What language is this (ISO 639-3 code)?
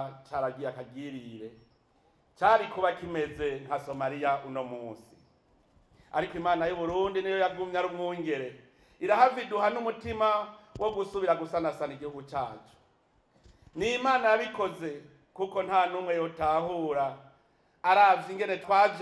run